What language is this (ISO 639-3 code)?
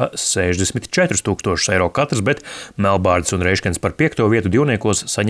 lav